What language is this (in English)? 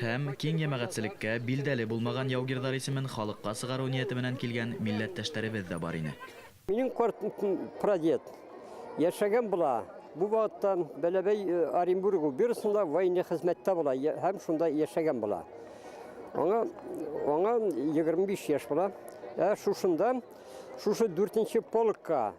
Bashkir